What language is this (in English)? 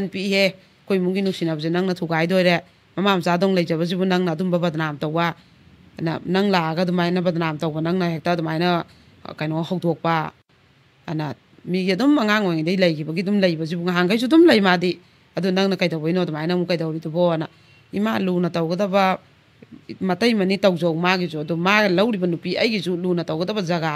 Manipuri